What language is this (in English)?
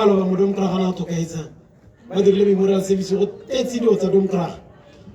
Tswana